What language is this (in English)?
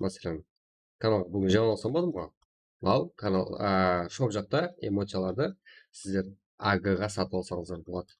Kara-Kalpak